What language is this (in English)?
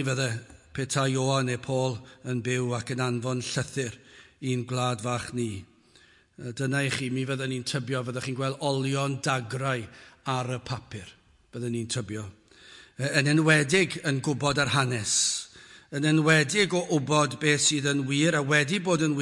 Welsh